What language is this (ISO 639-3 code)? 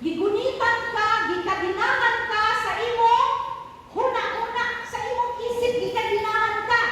ceb